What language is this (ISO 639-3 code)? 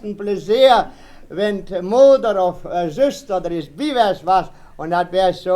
wep